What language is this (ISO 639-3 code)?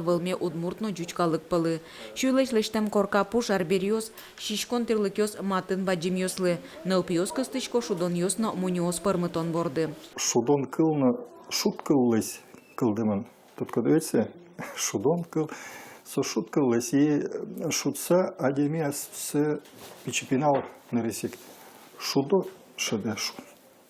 udm